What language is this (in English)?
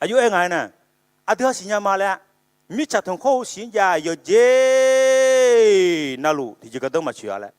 Akha